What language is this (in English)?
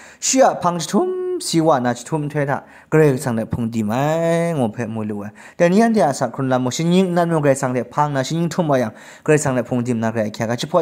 Kachin